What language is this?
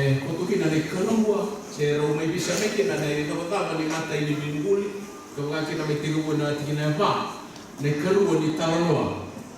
Fijian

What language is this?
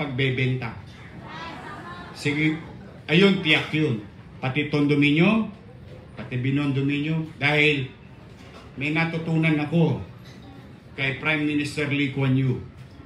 Filipino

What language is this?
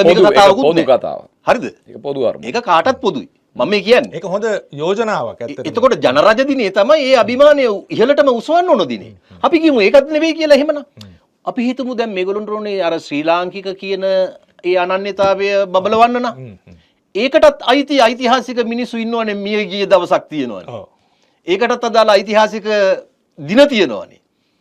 Sinhala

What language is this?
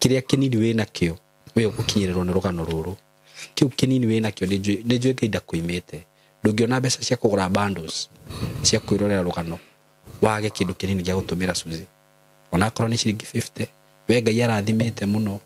Kikuyu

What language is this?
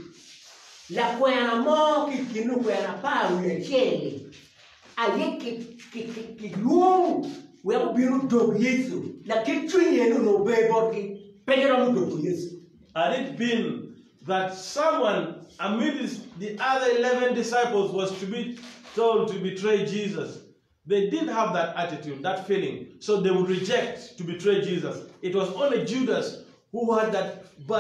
Acoli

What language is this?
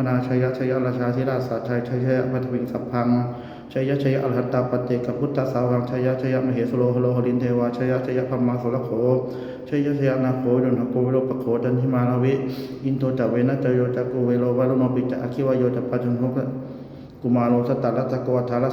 Pali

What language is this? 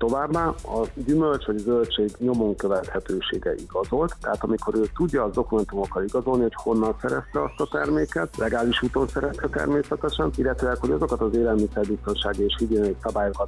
Hungarian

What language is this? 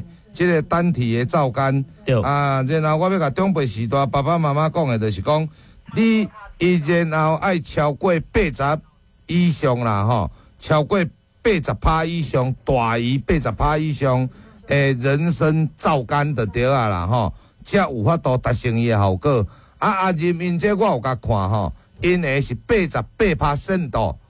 Min Nan Chinese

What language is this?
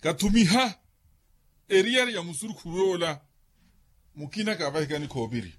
Makhuwa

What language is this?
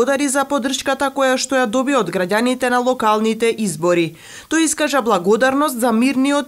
Macedonian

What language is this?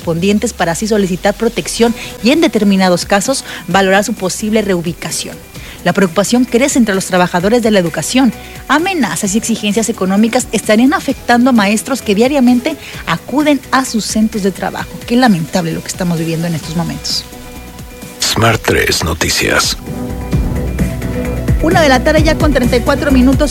Spanish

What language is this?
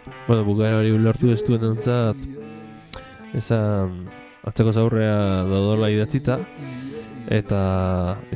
Basque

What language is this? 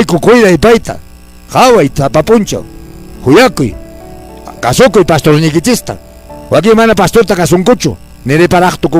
Quechua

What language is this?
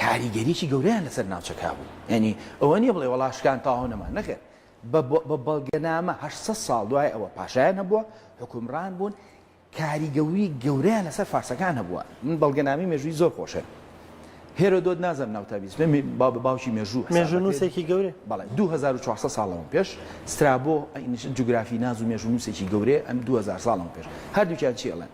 Central Kurdish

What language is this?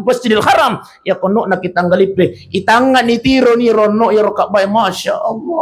Buginese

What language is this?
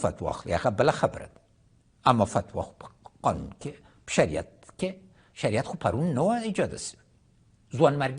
Pashto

